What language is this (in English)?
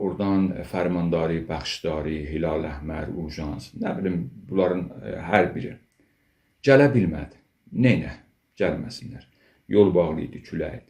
Azerbaijani